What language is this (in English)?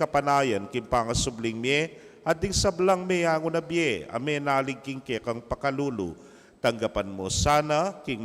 Pampanga